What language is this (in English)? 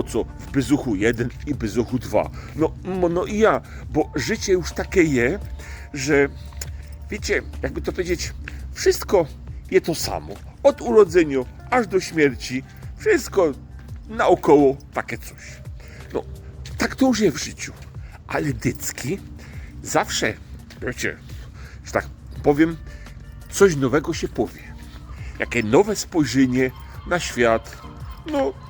Silesian